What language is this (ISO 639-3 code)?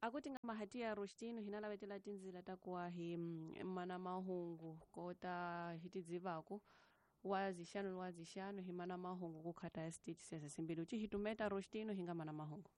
tso